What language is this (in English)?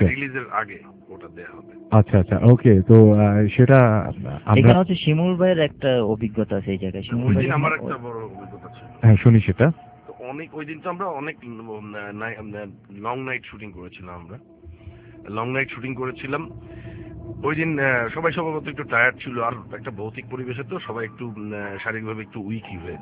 Bangla